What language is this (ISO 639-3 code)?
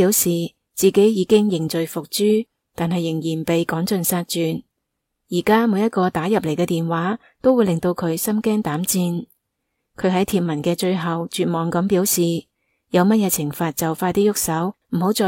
yue